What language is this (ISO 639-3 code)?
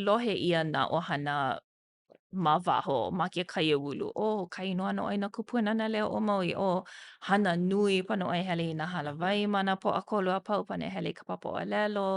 haw